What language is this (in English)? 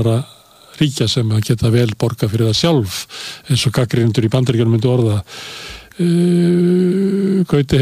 Icelandic